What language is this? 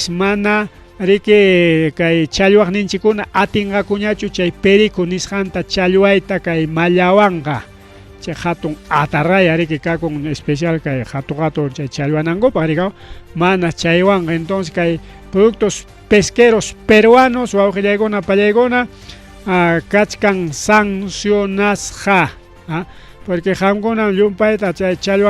Ayacucho Quechua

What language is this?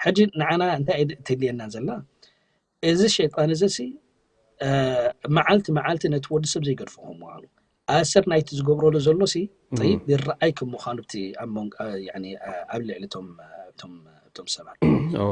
Tigrinya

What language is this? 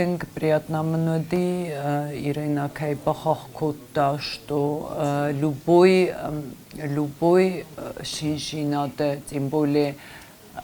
Ossetic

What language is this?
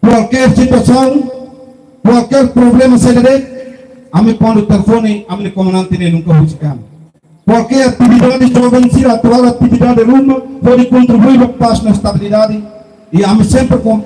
Tetum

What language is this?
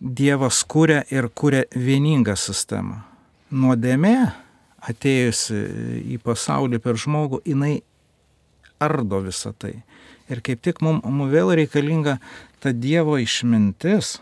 Lithuanian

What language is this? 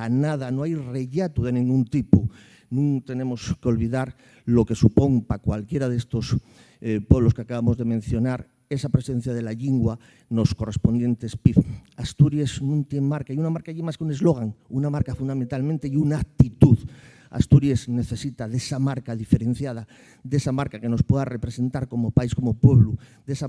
Asturian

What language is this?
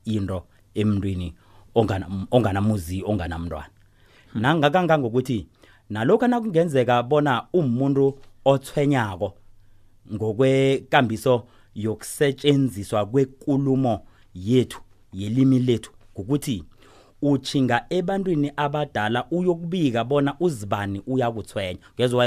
South Ndebele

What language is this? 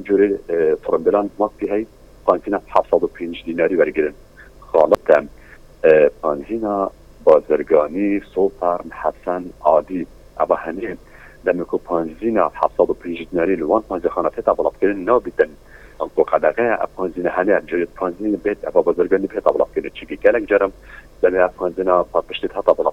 Kurdish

